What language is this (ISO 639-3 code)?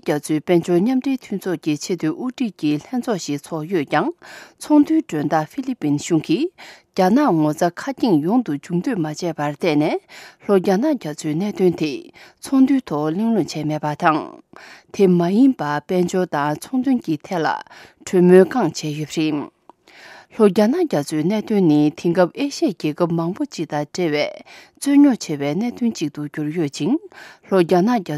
bod